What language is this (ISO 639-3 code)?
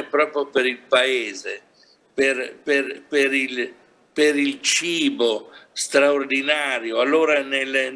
ita